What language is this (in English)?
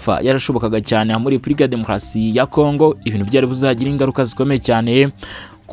Kinyarwanda